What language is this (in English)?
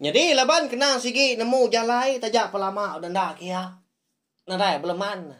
Iban